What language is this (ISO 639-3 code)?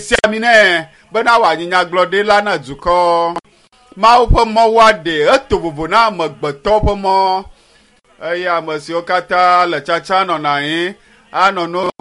ewe